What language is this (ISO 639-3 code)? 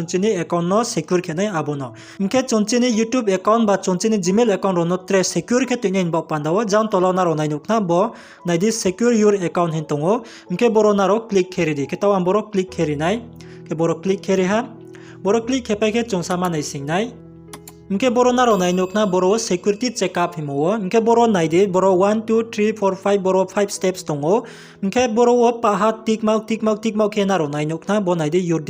ria